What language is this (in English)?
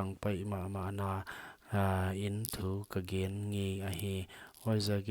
Paite Chin